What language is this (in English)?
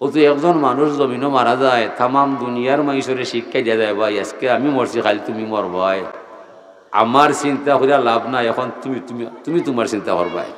Sylheti